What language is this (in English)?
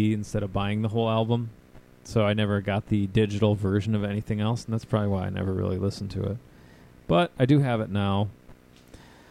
English